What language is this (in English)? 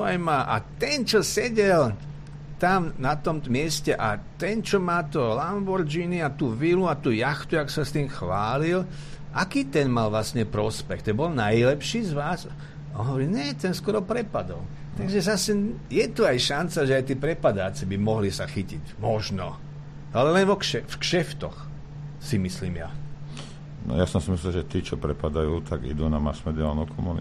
Slovak